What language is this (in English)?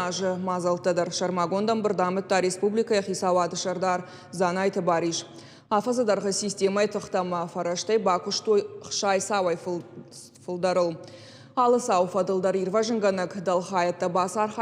Ossetic